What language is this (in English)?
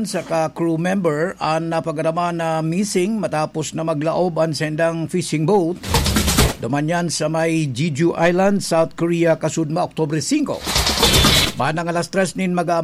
Bikol